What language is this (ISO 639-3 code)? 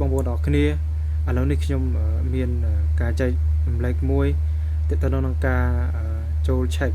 khm